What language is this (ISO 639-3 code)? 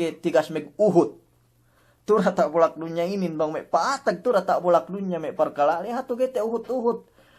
yka